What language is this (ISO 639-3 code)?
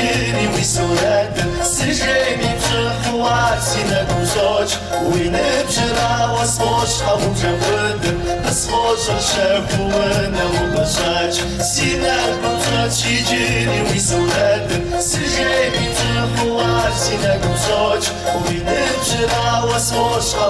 kbd